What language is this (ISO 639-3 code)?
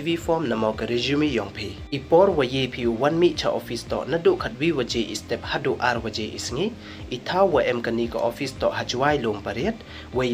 pbv